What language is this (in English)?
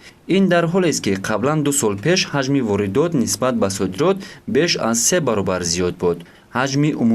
Tajik